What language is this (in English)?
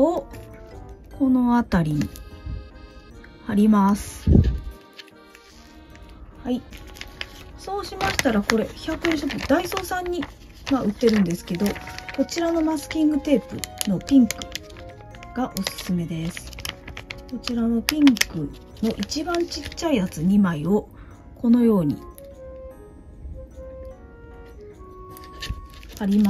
Japanese